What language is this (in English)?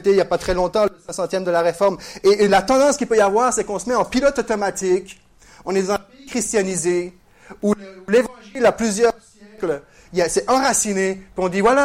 French